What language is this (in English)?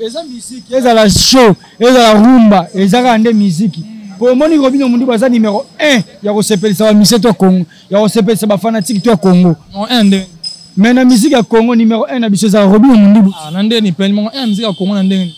Lingala